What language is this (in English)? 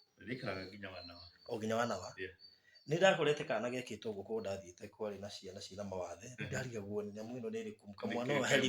Kikuyu